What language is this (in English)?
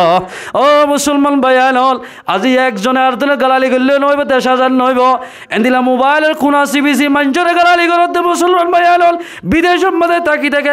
Rohingya